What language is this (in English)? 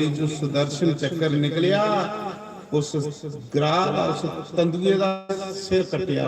Dogri